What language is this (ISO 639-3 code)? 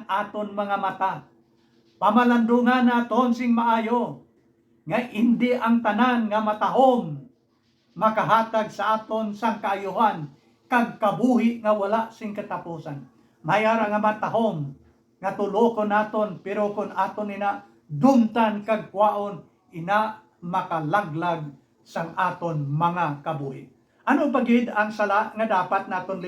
hil